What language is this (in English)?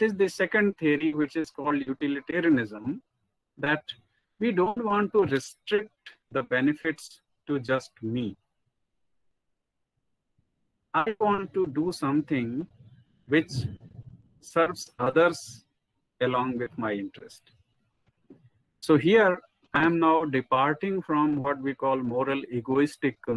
English